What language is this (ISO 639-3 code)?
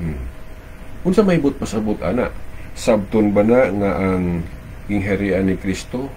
ceb